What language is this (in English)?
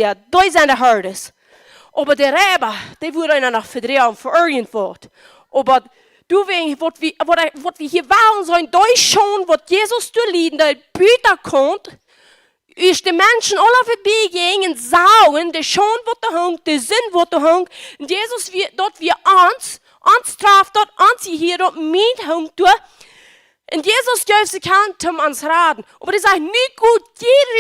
Plautdietsch